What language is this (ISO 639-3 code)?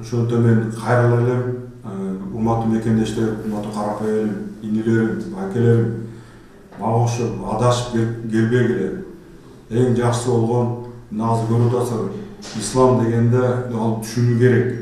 kir